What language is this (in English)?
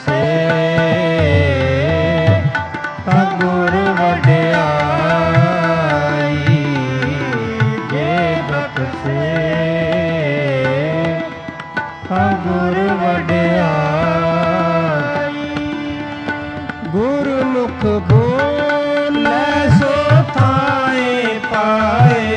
Punjabi